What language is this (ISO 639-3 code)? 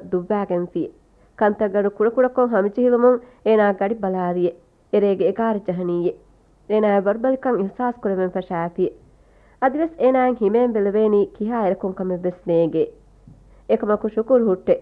div